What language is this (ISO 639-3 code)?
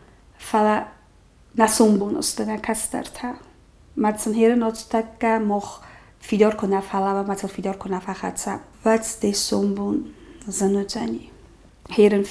oss